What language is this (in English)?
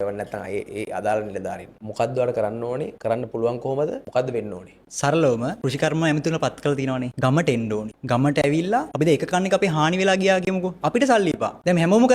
Sinhala